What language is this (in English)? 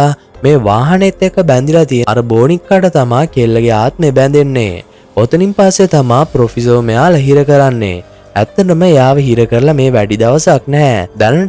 Sinhala